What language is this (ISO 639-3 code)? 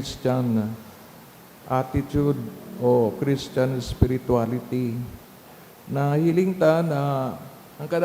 bik